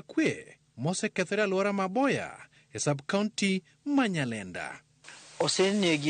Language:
Luo (Kenya and Tanzania)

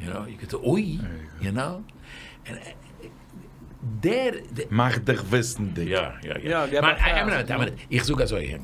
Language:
Yiddish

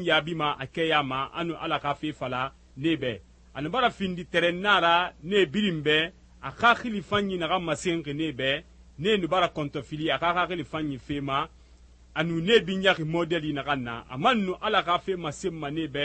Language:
Susu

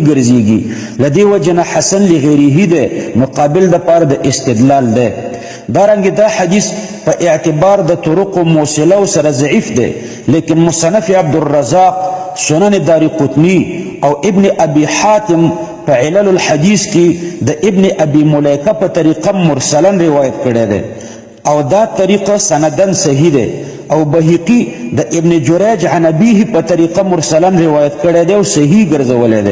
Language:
Pashto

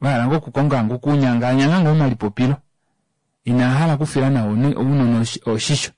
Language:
Kuanyama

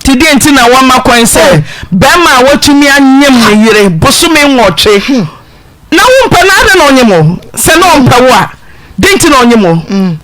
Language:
Akan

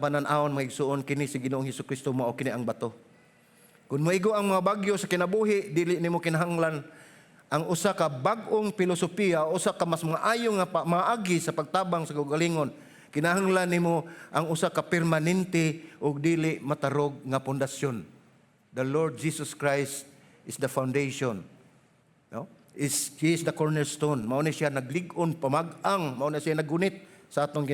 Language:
Cebuano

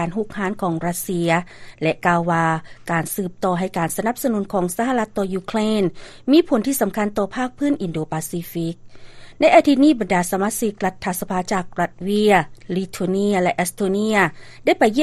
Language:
Lao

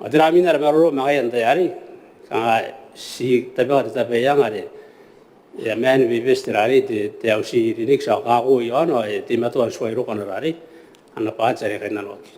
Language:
Gilbertese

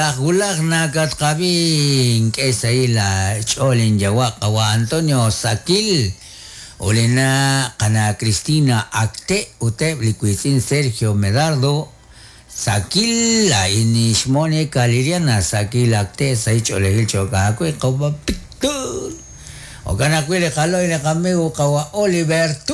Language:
Kekchí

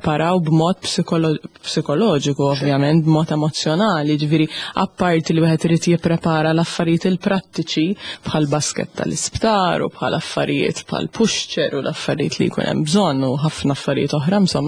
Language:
Maltese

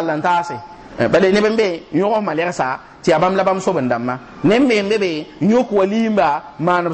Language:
Mossi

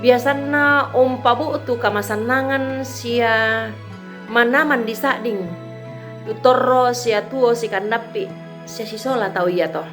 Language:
Toraja-Sa'dan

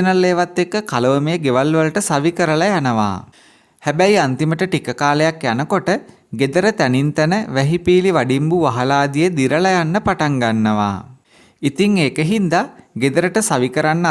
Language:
Sinhala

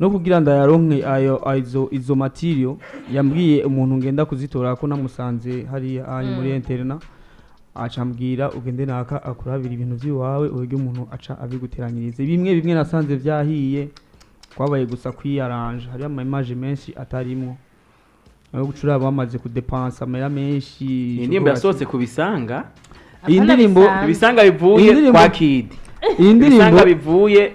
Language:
Rundi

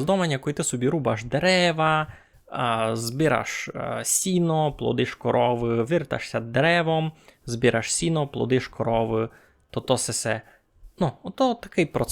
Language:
Rusyn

